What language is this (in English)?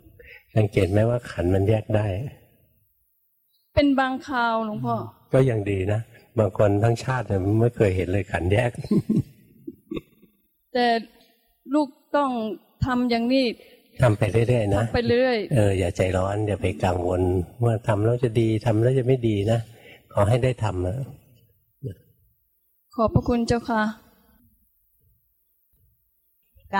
Thai